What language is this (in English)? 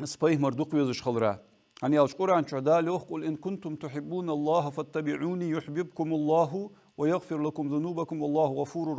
Ingush